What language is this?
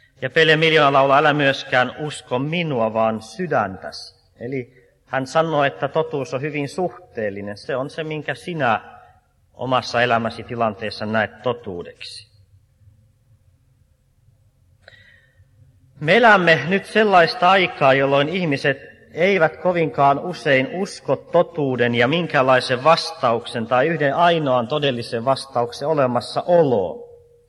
Finnish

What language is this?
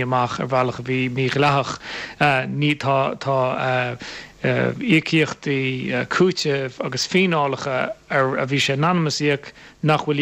Irish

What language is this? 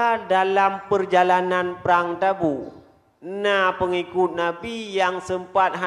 Achinese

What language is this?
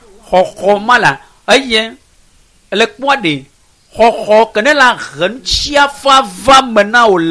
Ewe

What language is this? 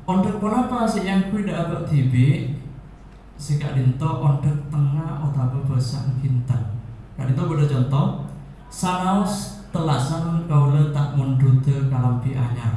Madurese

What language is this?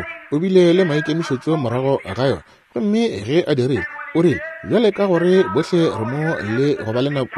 Northern Sotho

